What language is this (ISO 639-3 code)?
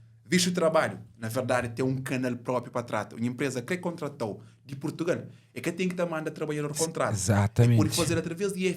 kea